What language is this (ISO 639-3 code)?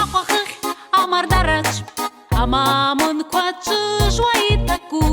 abk